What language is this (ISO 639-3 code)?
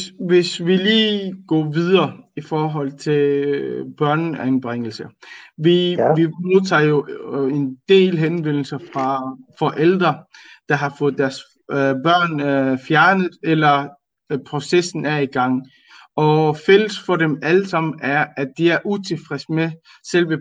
dan